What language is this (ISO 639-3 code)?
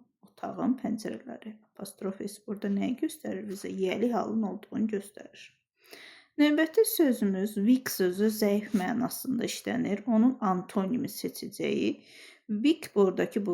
aze